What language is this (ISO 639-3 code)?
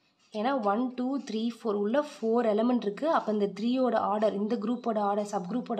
tam